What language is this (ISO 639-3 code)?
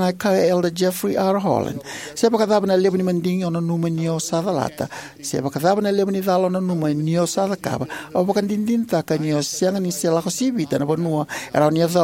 fij